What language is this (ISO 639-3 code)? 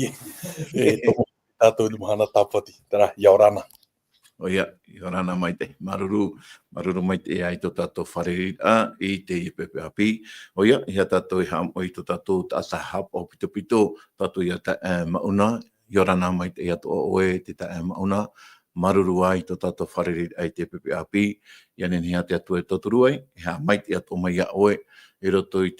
tah